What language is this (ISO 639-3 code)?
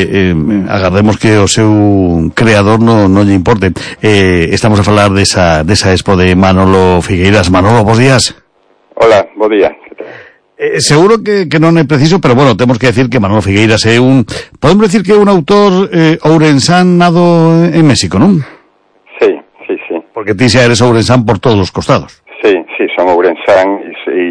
glg